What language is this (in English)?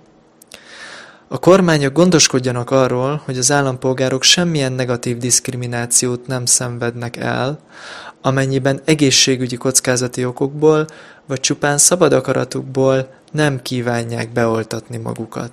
Hungarian